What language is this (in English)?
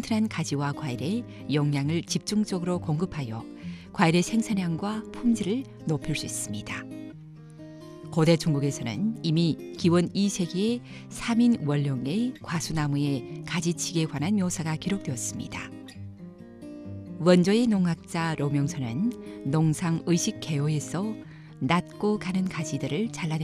Korean